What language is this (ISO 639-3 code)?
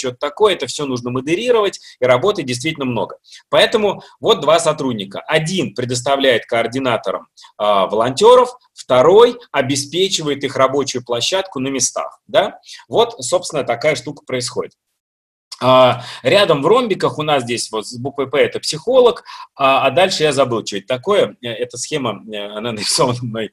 rus